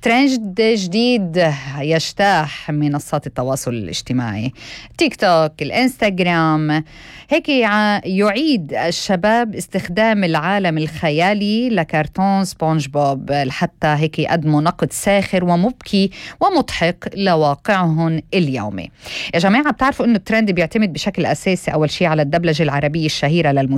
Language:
North Levantine Arabic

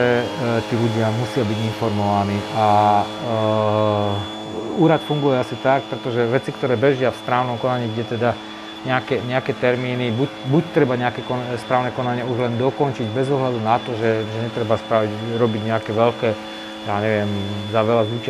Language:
Slovak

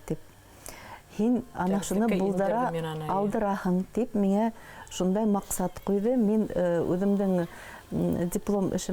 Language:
Bashkir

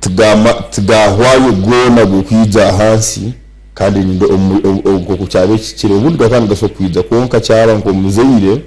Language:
Nyankole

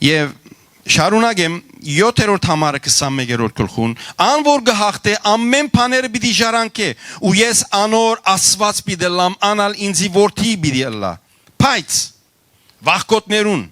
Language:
Western Armenian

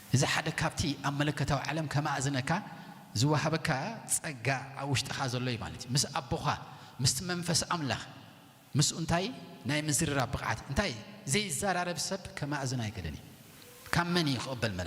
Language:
Tigrinya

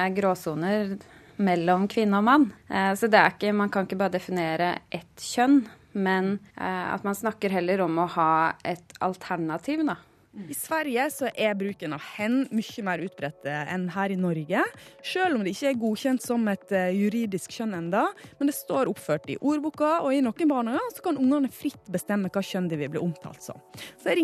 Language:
Norwegian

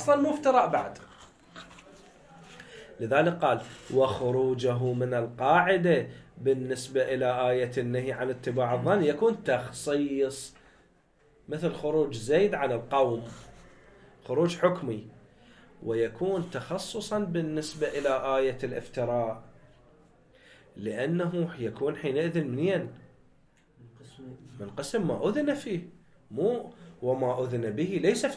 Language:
Arabic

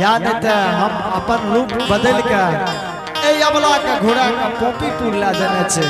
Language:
Angika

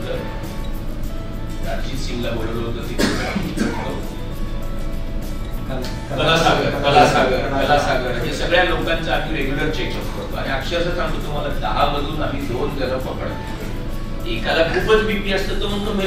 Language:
Marathi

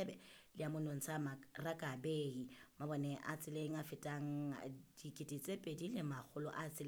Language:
Southern Sotho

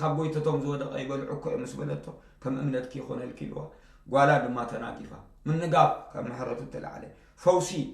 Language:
Tigrinya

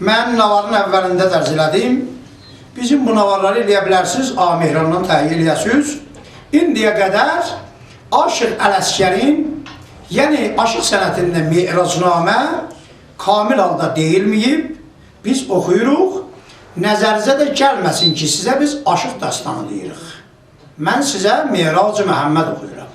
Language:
South Azerbaijani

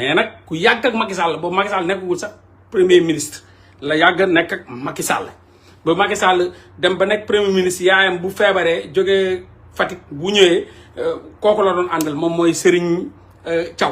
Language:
Wolof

